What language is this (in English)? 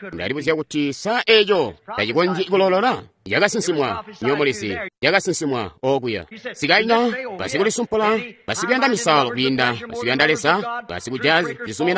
Tonga (Zambia)